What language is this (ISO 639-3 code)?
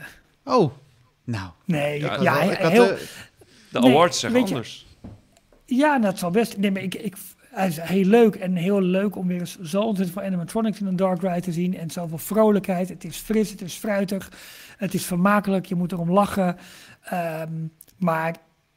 nld